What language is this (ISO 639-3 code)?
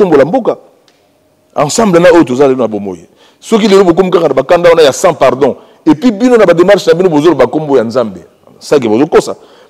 lin